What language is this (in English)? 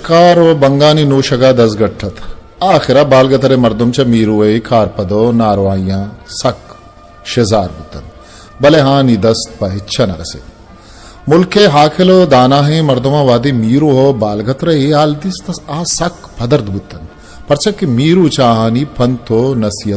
Baluchi